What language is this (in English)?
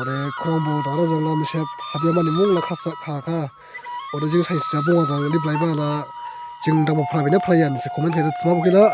Dimasa